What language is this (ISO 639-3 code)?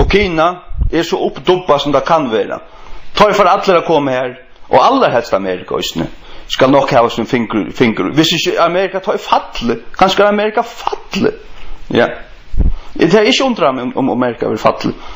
fao